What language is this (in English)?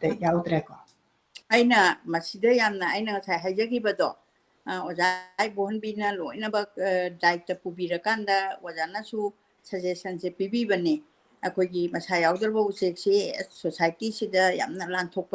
Manipuri